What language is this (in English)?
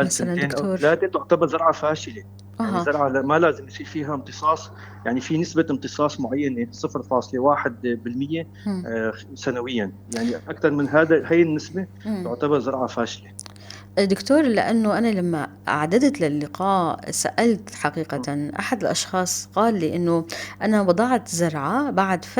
North Levantine Arabic